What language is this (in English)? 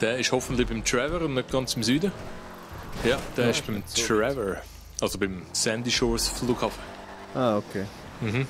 Swiss German